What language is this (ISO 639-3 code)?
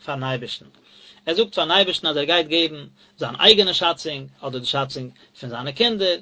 yid